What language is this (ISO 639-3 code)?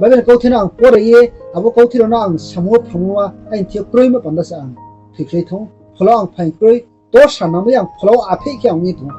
ria